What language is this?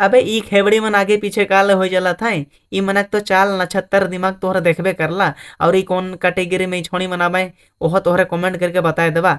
Sadri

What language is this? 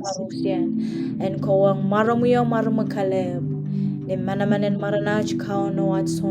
Pohnpeian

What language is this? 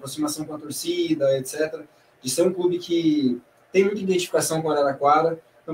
Portuguese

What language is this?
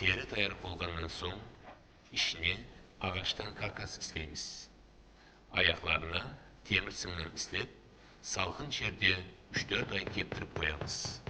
Kara-Kalpak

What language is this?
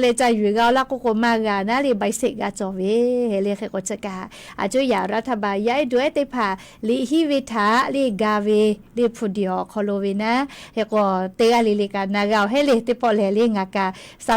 Lahu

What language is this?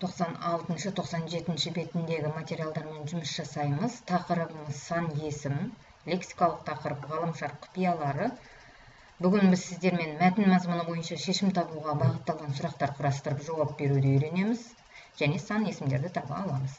Kazakh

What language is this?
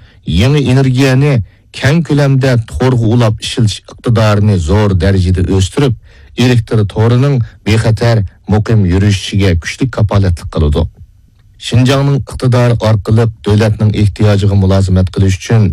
Uyghur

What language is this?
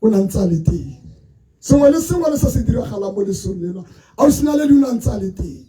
Tswana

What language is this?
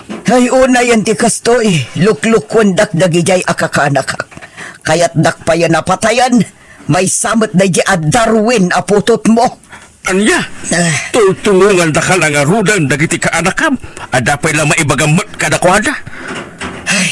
Iloko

